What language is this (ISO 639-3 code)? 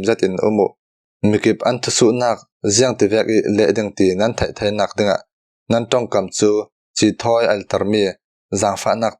cfm